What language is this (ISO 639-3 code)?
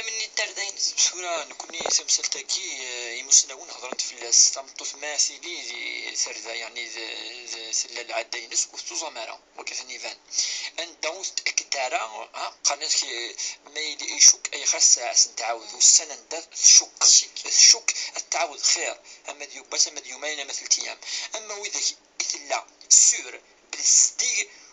kab